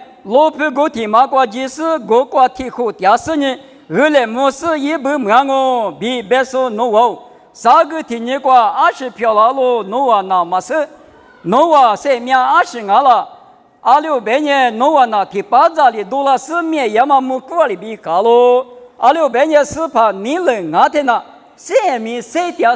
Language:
Lisu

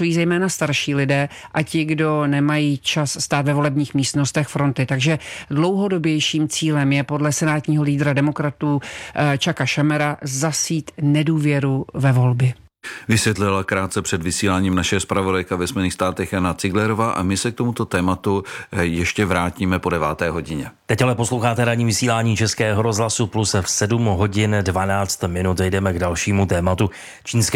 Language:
Czech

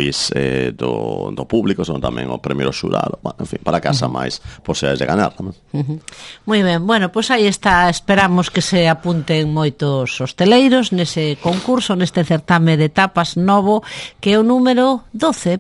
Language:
Galician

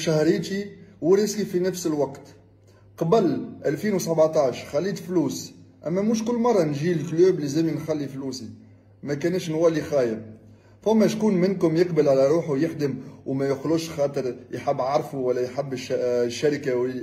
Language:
Tunisian Arabic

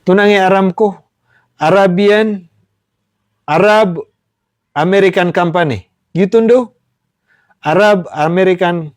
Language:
Maranao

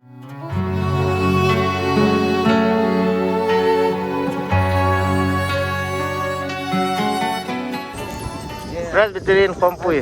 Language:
Hmar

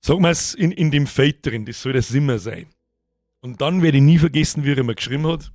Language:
Bavarian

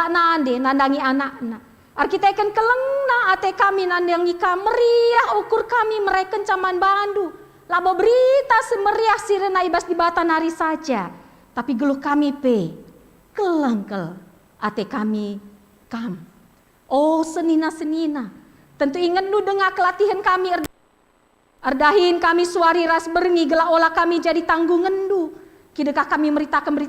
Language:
Batak Karo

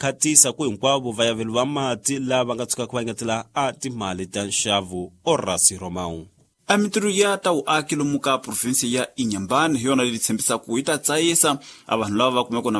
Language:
Tsonga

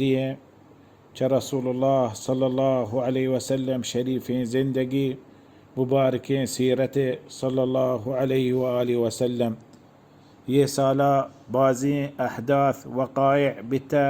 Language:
Baluchi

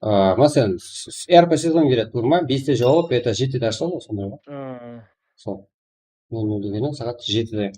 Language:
Kara-Kalpak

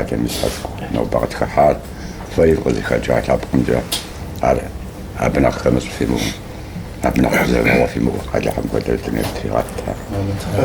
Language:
Kabardian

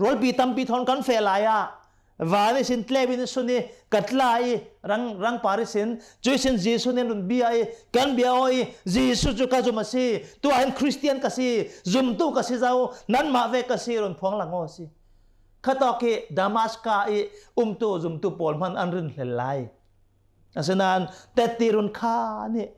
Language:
Hakha Chin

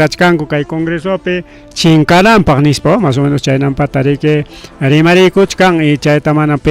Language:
Ayacucho Quechua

